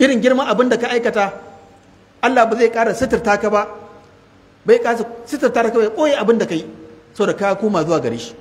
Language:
Hausa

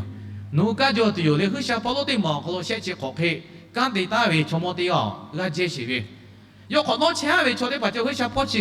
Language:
Lahu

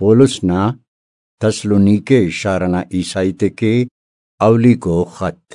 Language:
Brahui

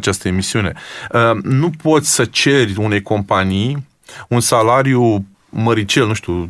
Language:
Romanian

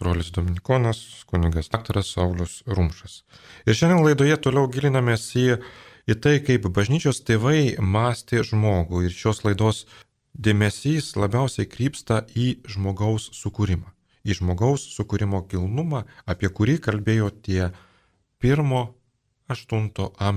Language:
Lithuanian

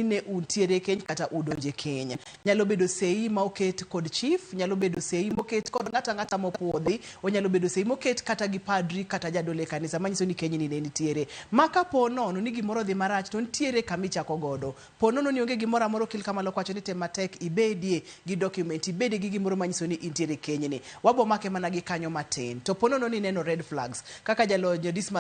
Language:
Luo (Kenya and Tanzania)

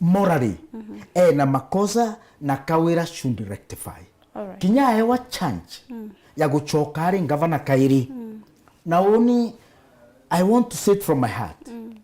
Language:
Meru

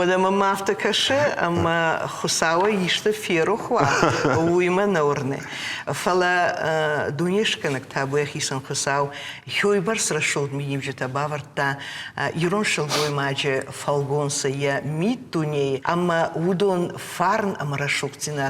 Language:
Ossetic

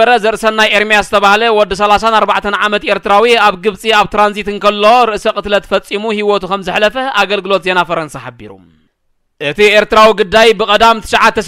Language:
Tigrinya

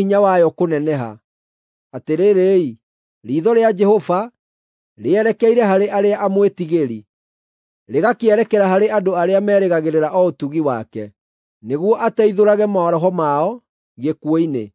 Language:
Kikuyu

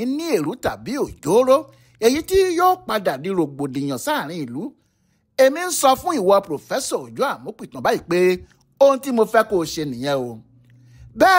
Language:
Yoruba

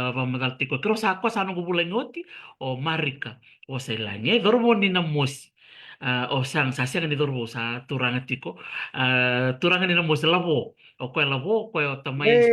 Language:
Fijian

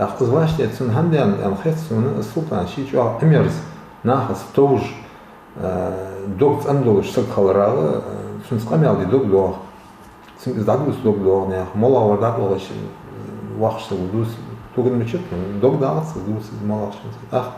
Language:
Ingush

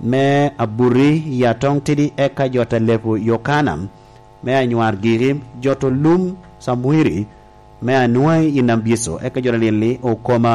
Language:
Lango (Uganda)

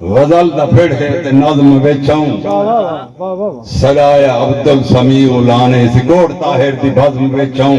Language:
Saraiki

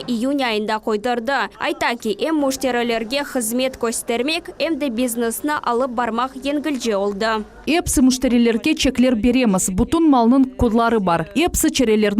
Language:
Crimean Tatar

